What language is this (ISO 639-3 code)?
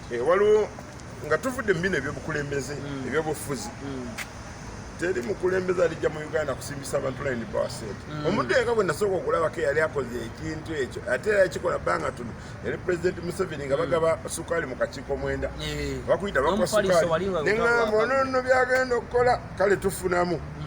lug